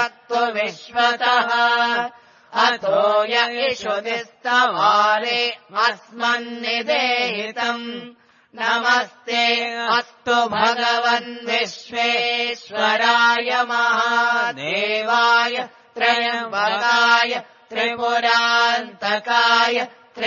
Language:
Sanskrit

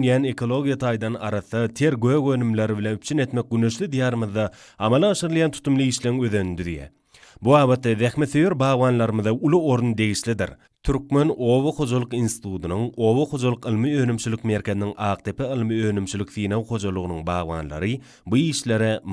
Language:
Turkmen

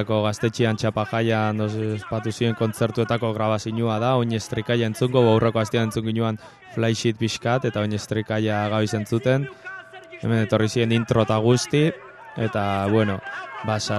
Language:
Basque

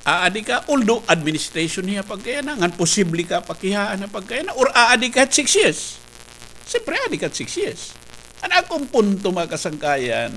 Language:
Waray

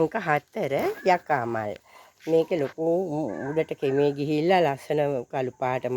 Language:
Sinhala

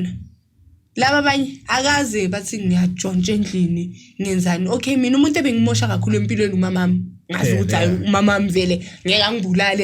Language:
Zulu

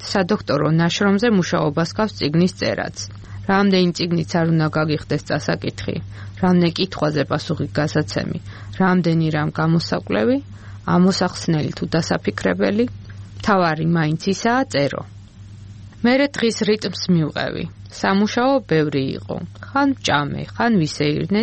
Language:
Georgian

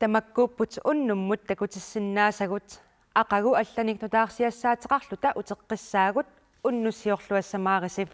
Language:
Kalaallisut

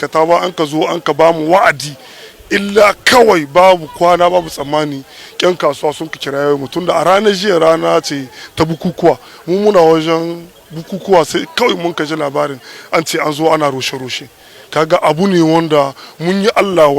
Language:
Hausa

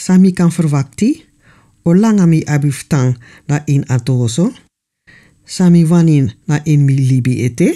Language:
Sranan Tongo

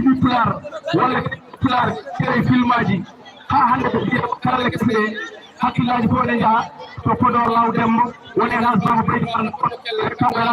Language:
Fula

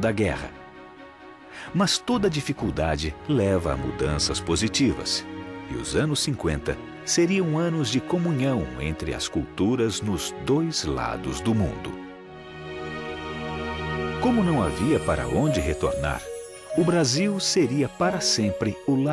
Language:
Portuguese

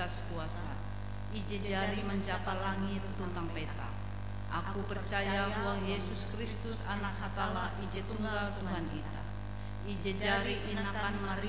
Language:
Ngaju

